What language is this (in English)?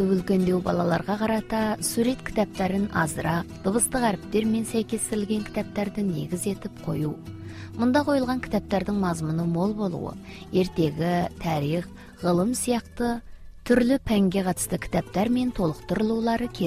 Kazakh